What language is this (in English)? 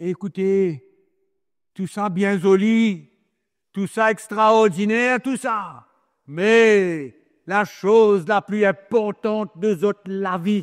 Morisyen